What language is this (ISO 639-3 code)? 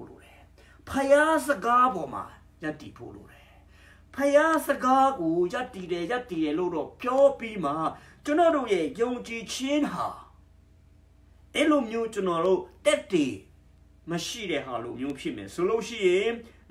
mya